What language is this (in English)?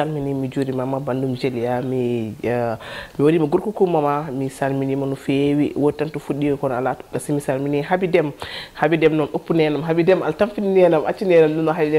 Fula